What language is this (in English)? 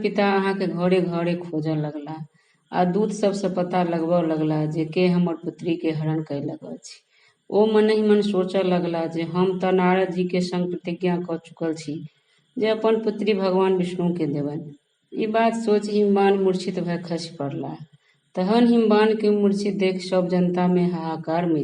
Maithili